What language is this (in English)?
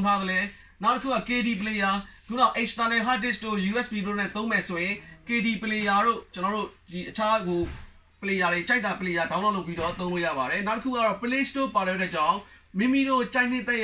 Burmese